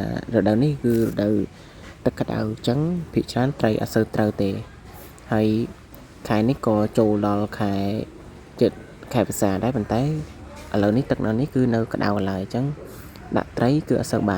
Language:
Khmer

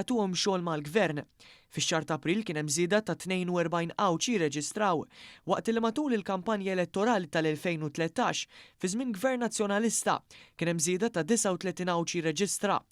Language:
Maltese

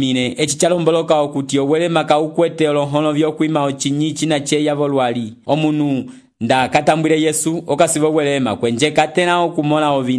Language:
Umbundu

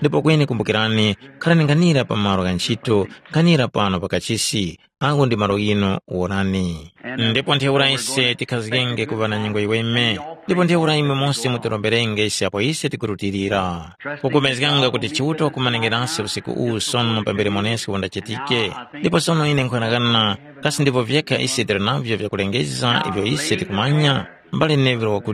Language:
Tumbuka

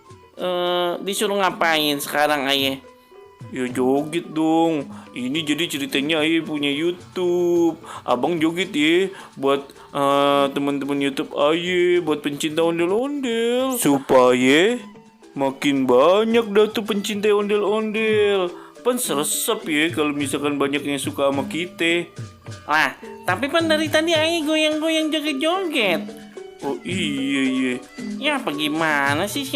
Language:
Betawi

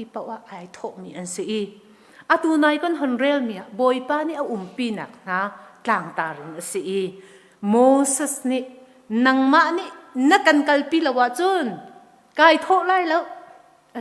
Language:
Hakha Chin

